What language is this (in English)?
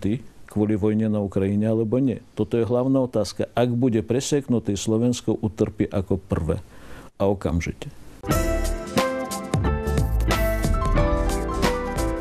Slovak